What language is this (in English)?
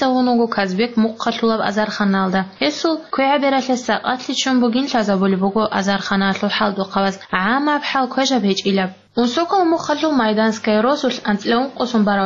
Avaric